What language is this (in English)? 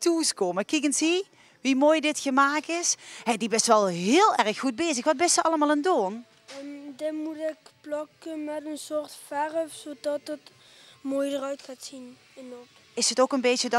Limburgish